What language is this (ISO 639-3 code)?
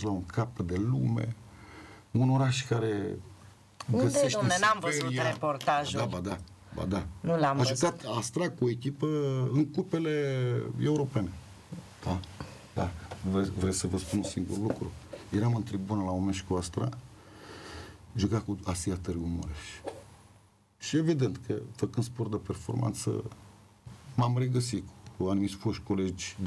ron